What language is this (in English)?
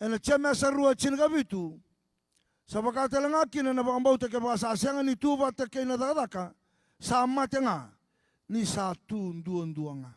Fijian